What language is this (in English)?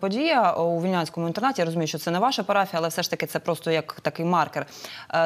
Ukrainian